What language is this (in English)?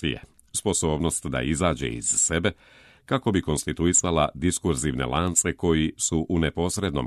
Serbian